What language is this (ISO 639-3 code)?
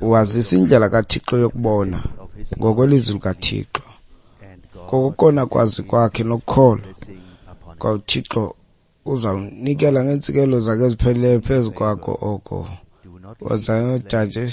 xho